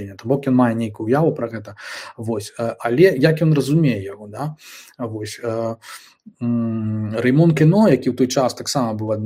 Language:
Belarusian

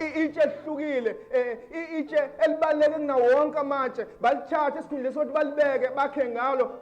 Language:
Zulu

